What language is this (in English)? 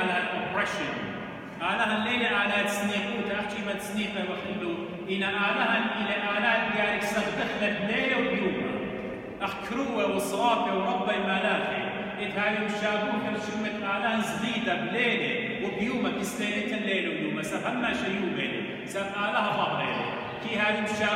Assyrian Neo-Aramaic